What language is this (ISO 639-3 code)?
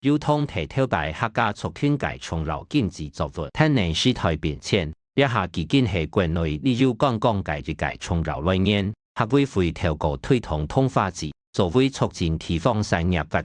hak